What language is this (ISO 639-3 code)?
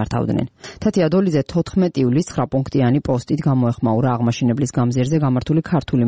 kat